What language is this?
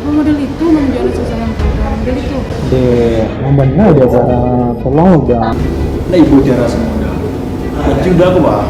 Minangkabau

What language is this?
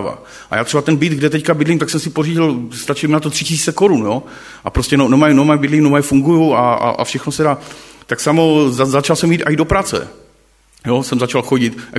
Czech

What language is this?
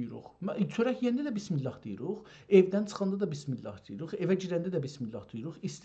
South Azerbaijani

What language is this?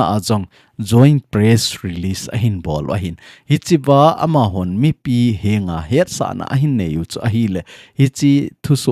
Thado Chin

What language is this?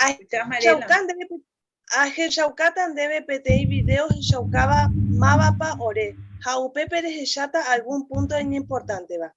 Guarani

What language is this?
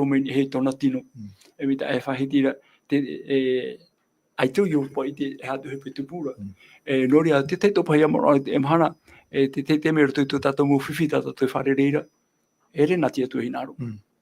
Tahitian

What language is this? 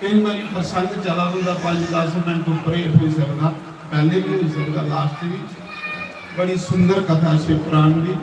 Dogri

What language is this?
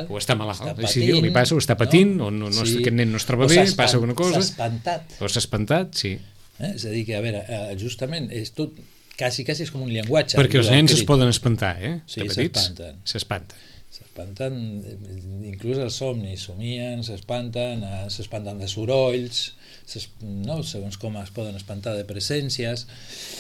Catalan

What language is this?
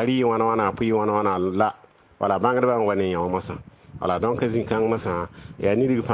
Mossi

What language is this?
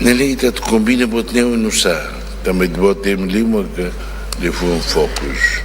Tetum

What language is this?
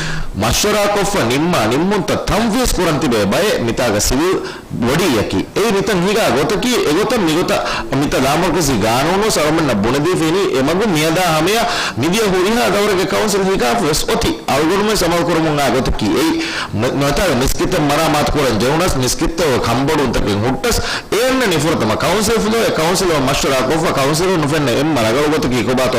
Divehi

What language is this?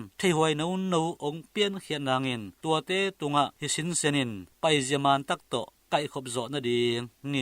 Tedim Chin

